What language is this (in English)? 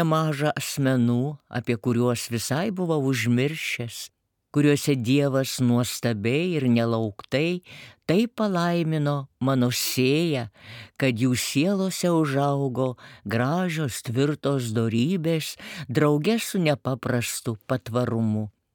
Lithuanian